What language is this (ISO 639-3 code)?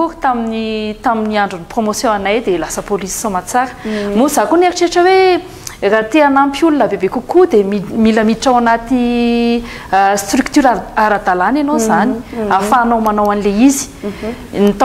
mlg